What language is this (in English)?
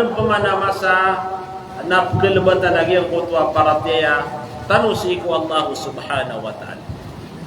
Maranao